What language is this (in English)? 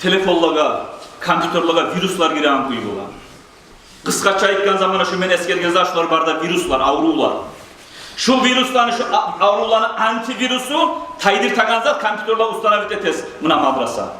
Kumyk